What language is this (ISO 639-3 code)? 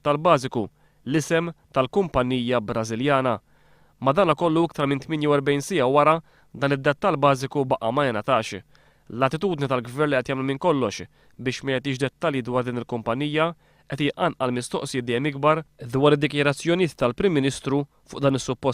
mlt